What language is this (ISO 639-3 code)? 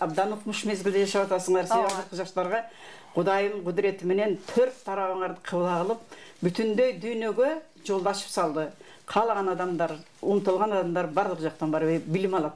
kir